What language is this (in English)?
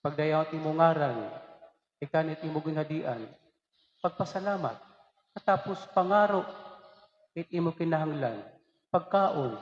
Waray